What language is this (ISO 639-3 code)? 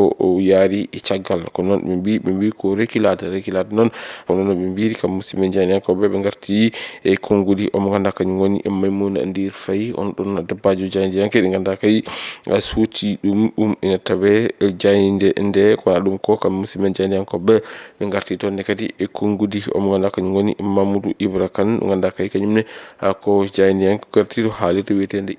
ful